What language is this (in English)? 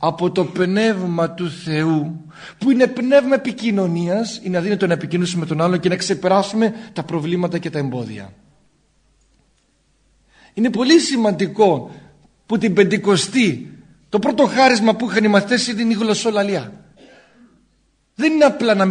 Greek